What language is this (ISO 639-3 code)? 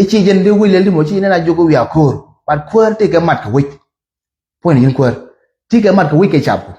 nus